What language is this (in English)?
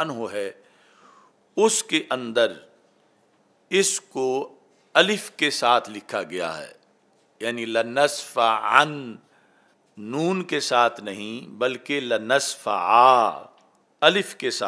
Urdu